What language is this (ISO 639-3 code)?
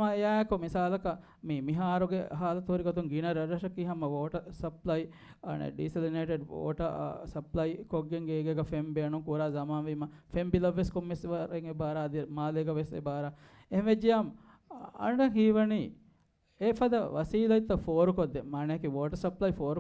div